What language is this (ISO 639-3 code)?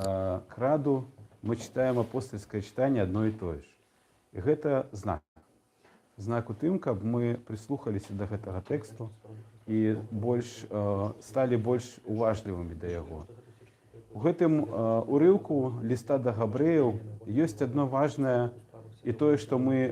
bel